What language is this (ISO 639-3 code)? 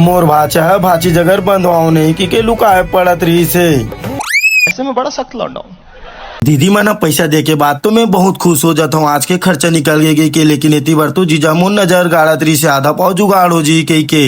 hne